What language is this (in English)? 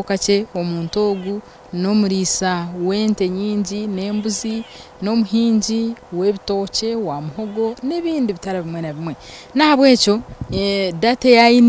Nyankole